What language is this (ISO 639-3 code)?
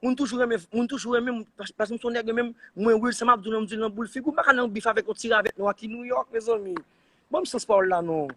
hat